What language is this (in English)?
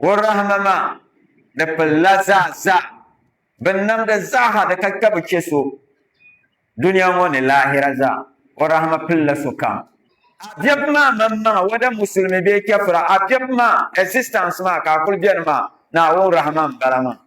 Dagbani